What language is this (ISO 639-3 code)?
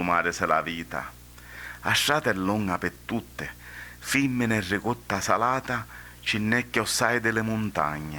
scn